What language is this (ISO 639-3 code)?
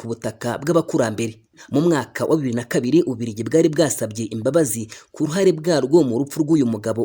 kin